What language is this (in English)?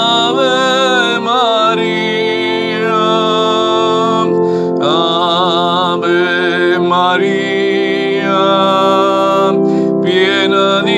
Italian